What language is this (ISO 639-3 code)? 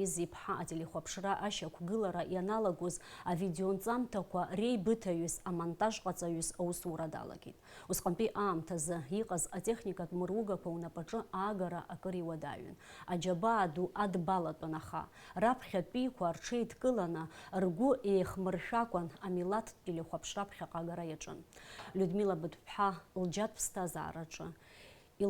abk